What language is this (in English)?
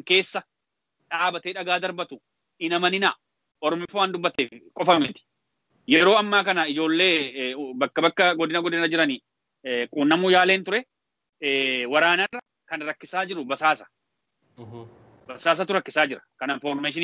Oromo